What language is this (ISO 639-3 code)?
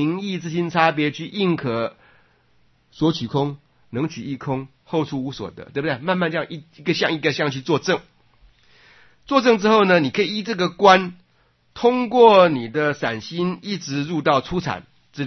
zho